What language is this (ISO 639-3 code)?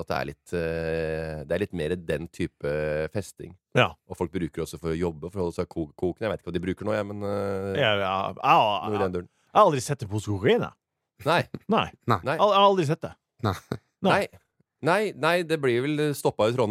nor